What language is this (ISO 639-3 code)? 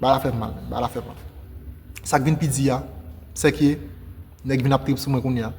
hat